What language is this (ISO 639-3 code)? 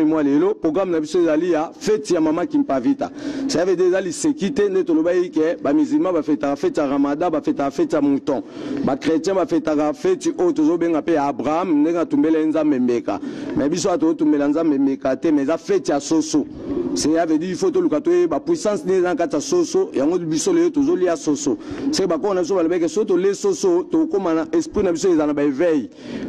lin